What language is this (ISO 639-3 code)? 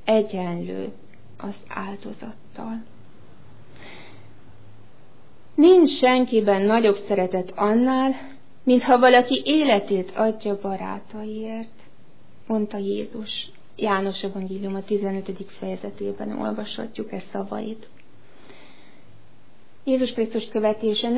hun